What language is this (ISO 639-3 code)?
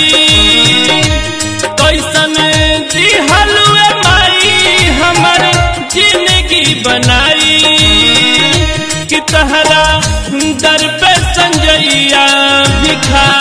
bho